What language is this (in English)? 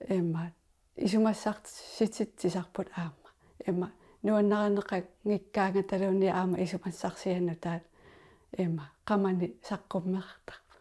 Kalaallisut